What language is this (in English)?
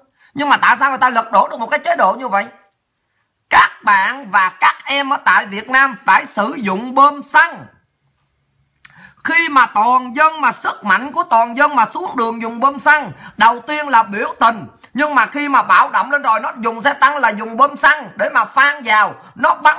Vietnamese